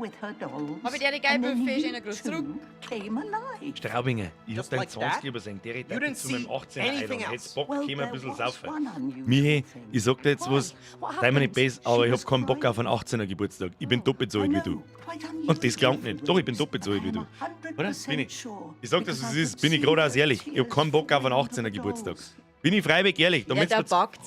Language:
Bavarian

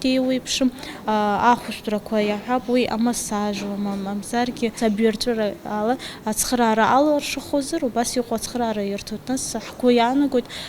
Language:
Abkhazian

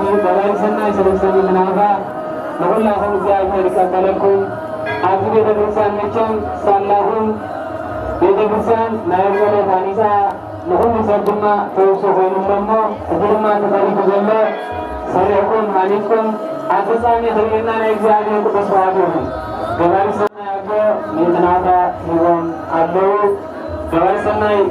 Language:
Tigrinya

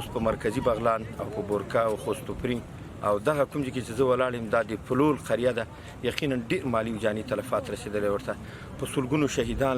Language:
Pashto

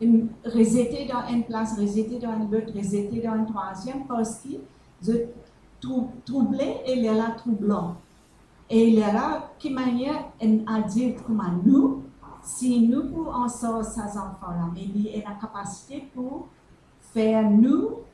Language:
Morisyen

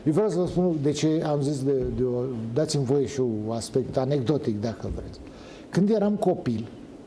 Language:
Romanian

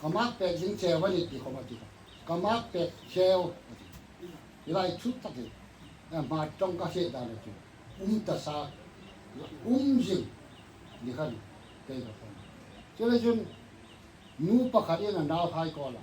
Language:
Hmar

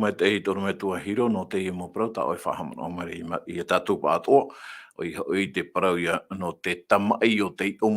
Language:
Tahitian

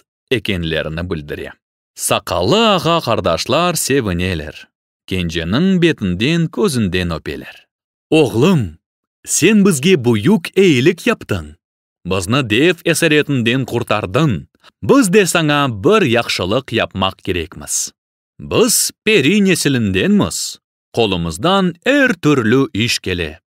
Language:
Crimean Tatar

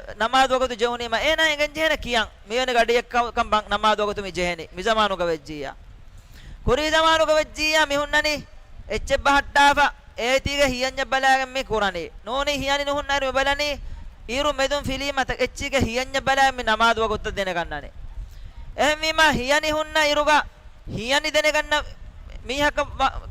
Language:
Divehi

